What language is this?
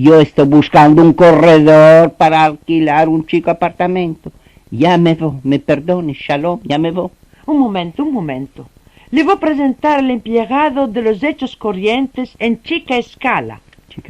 Ladino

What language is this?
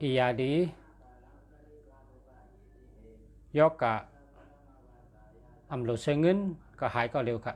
Shan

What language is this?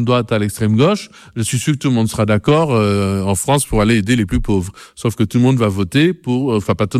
French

